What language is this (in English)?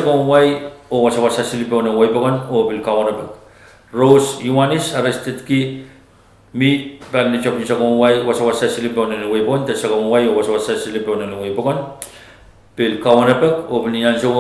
Pohnpeian